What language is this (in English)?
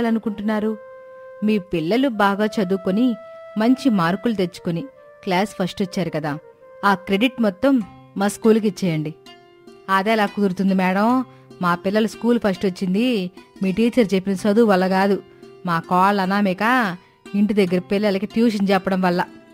Telugu